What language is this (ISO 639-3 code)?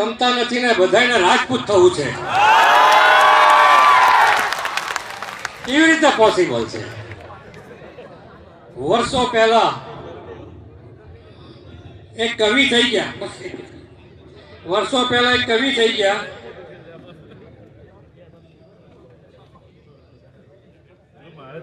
guj